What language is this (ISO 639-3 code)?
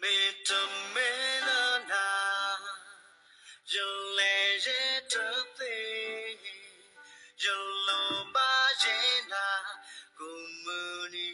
ksw